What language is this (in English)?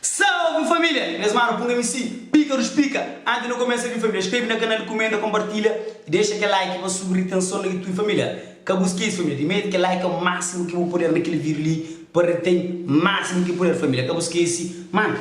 Kabuverdianu